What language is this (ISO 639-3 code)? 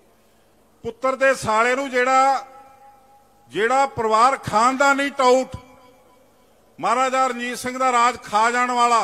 pan